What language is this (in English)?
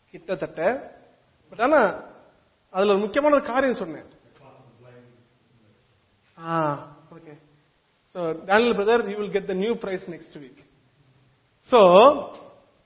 Tamil